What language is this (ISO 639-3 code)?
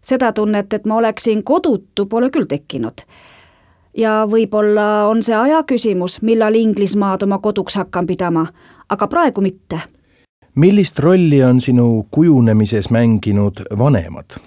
est